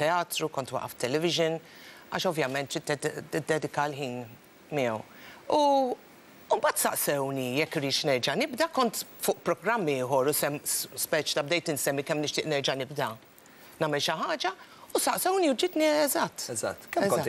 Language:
Maltese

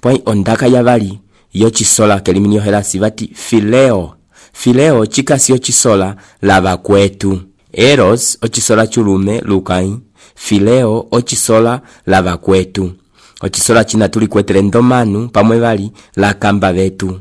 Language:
Umbundu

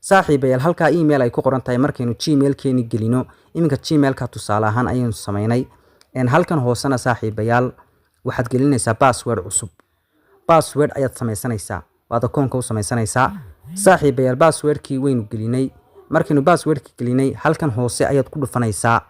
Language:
Somali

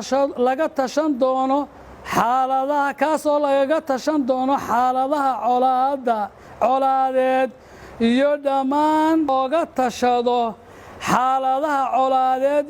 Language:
Somali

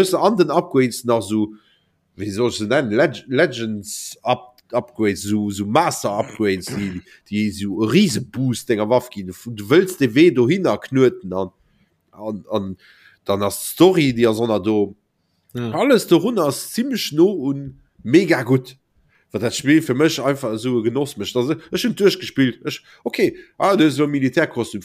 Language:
Luxembourgish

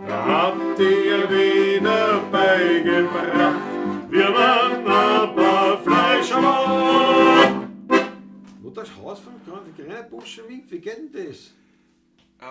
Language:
Bavarian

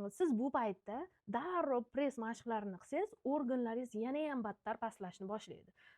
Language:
Uzbek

